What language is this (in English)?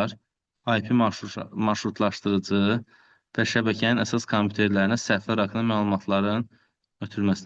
Azerbaijani